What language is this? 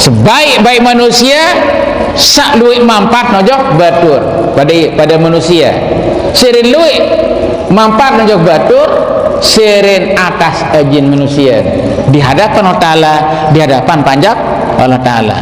Sasak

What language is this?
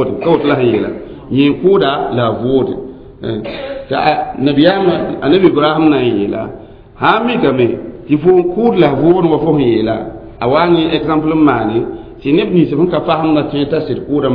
Mossi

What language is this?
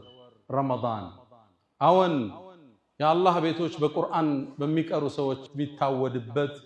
Amharic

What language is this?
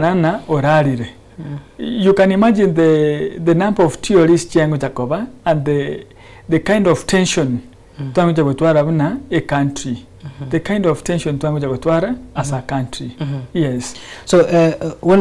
Gusii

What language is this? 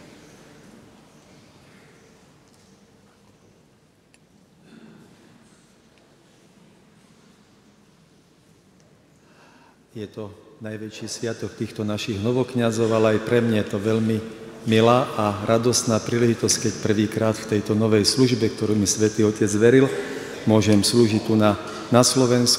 Slovak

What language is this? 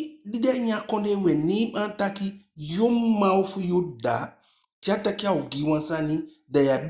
Eastern Maroon Creole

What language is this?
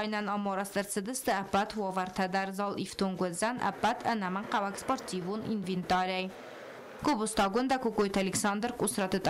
Ossetic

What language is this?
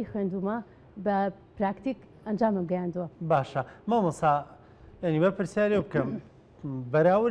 Central Kurdish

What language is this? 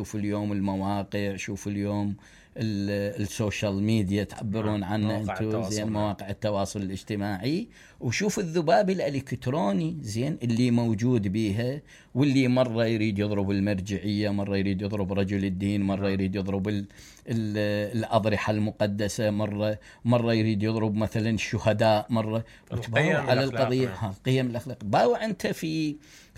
Mesopotamian Arabic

